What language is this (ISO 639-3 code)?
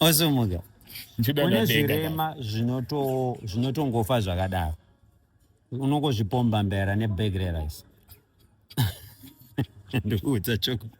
sna